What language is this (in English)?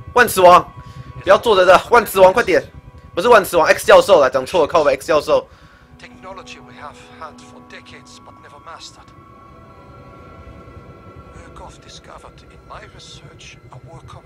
Chinese